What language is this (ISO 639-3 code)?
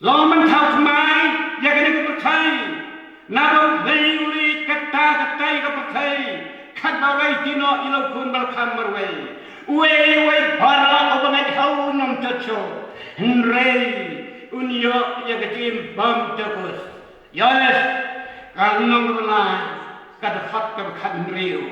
kha